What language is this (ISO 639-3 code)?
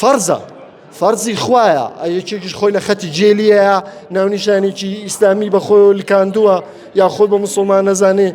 ckb